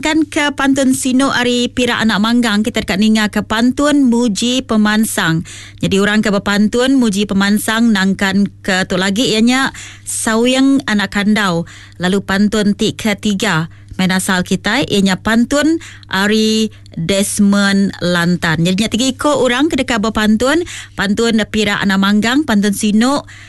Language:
Iban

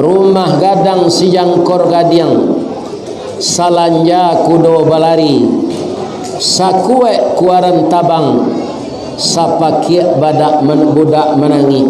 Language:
Minangkabau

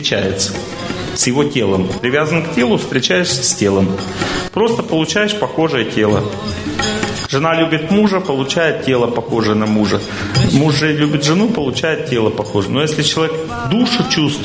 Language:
Russian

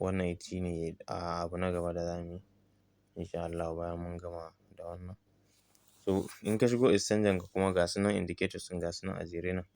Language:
Hausa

